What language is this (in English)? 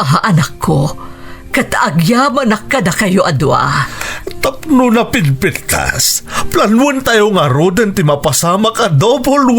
Iloko